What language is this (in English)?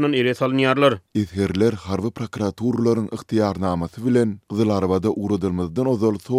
Turkmen